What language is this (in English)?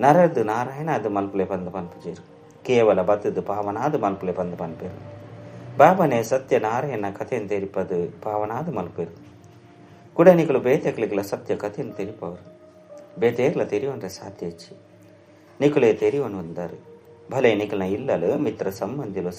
Tulu